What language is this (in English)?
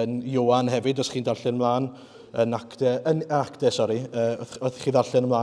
Welsh